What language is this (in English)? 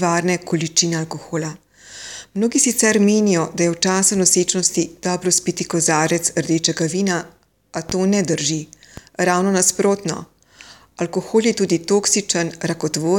Slovenian